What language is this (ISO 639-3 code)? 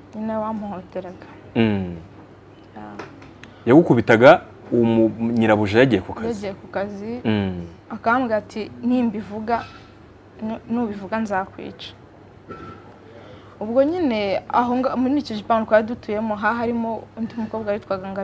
kin